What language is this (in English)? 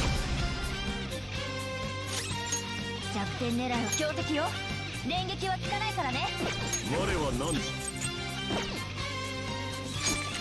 Japanese